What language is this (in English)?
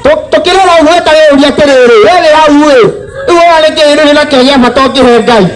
Kikuyu